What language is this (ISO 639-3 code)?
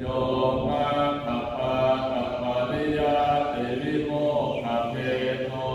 pli